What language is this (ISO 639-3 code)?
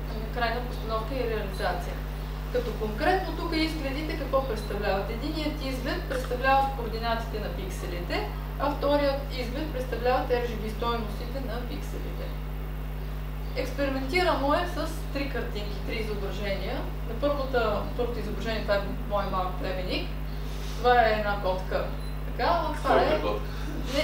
bul